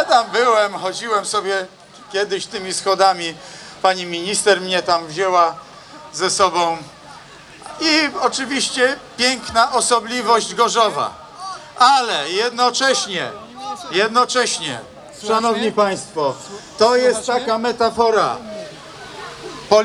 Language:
Polish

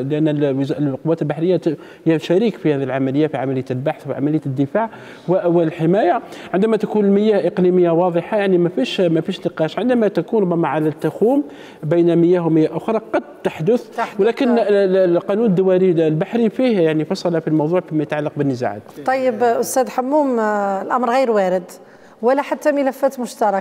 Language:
Arabic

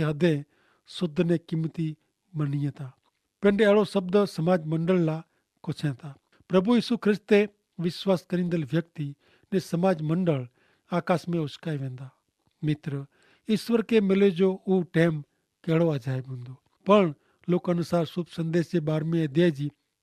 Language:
Kachhi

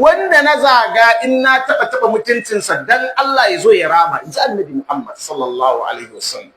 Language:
Hausa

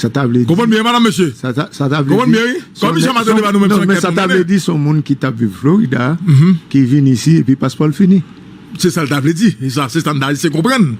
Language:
Haitian Creole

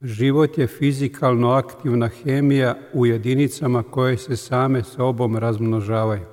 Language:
Serbian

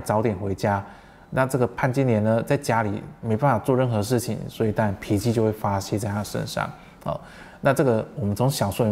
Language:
Chinese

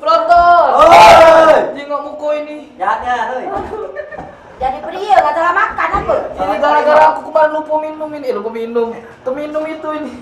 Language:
Musi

